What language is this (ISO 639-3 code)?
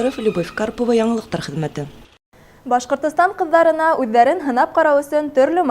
bak